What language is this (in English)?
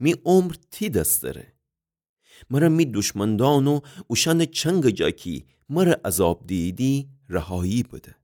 Gilaki